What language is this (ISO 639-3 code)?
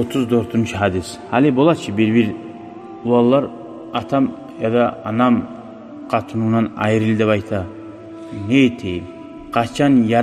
kum